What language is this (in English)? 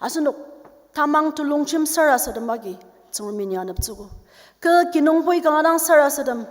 Ao Naga